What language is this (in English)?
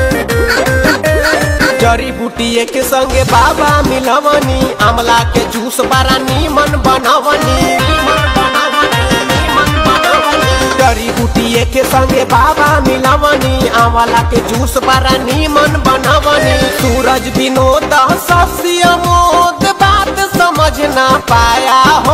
Bhojpuri